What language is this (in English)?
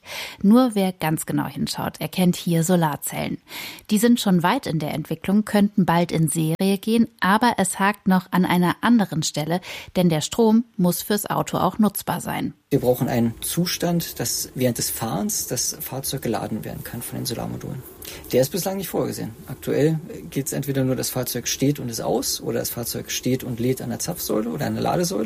German